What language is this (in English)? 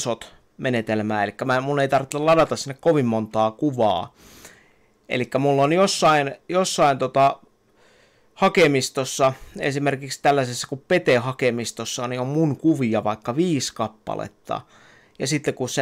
Finnish